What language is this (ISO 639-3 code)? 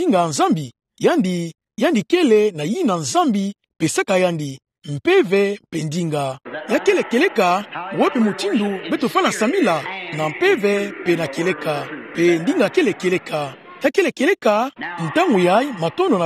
ktu